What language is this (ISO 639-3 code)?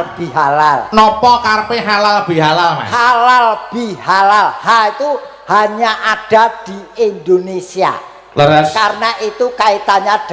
jav